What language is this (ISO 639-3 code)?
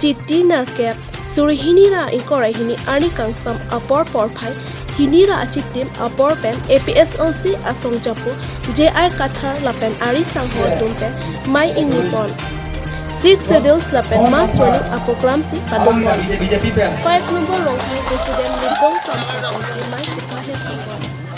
mjw